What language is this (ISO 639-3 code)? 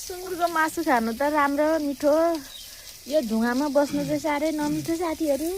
nep